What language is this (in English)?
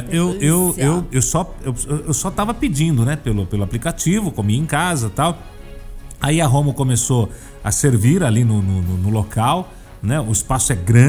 Portuguese